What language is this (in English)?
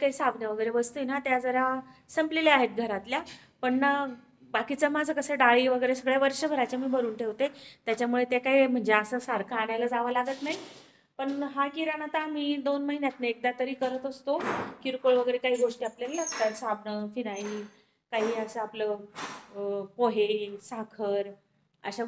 Marathi